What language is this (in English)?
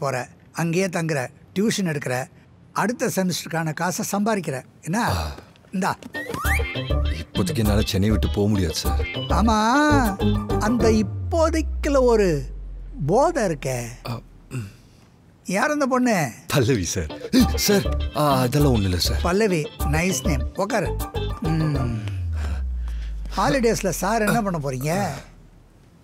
Tamil